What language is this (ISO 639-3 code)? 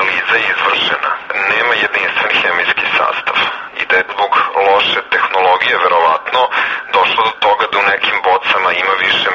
srp